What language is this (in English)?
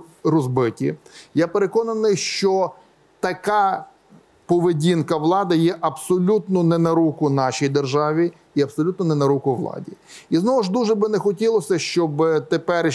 Ukrainian